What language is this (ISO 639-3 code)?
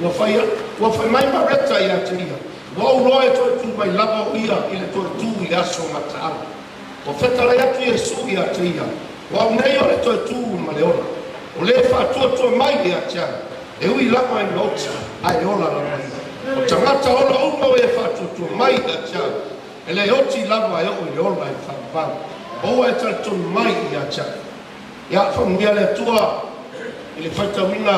smo